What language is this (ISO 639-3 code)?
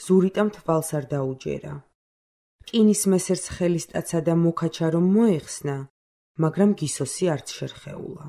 kat